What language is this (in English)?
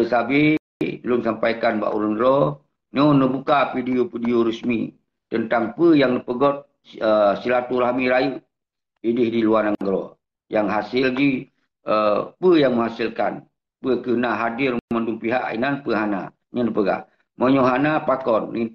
Achinese